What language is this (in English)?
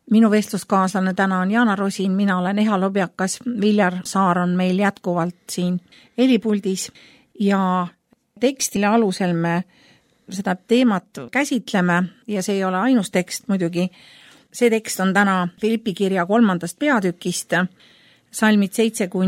Estonian